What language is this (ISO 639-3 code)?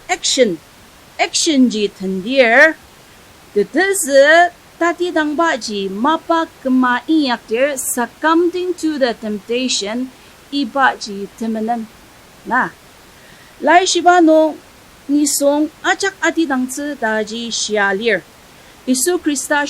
njo